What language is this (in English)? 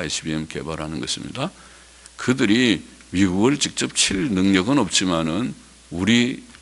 Korean